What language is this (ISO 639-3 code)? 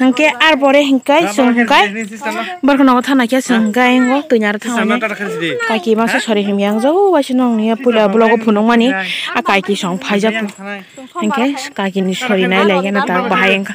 trp